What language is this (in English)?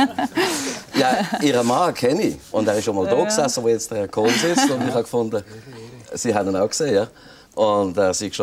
German